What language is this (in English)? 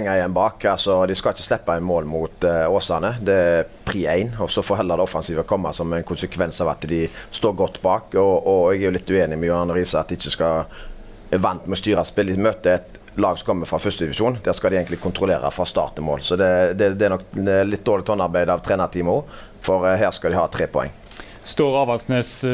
Norwegian